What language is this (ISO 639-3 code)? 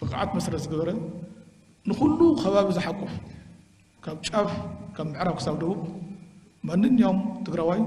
tir